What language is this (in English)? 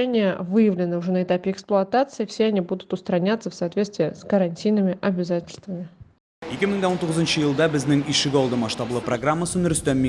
Tatar